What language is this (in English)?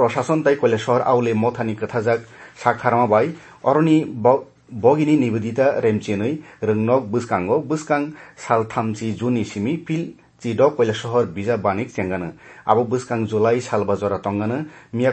Kok Borok